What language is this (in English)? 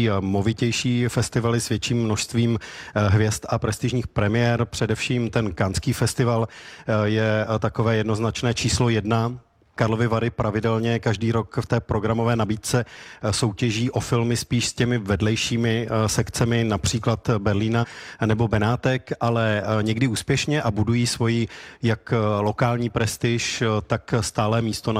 Czech